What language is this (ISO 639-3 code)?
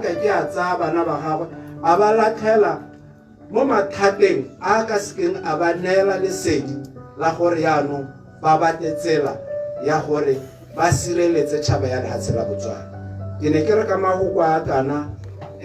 tsn